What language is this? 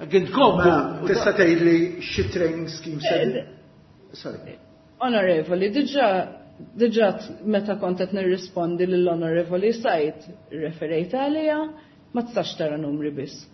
Maltese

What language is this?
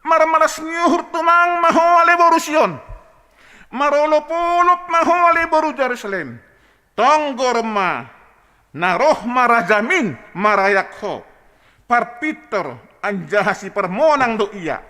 Batak Simalungun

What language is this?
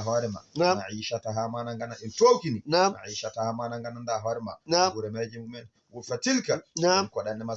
Fula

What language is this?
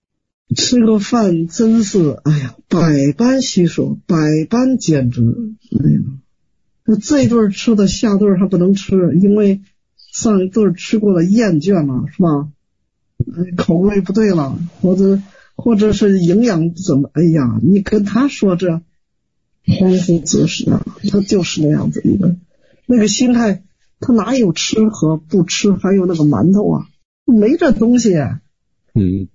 Chinese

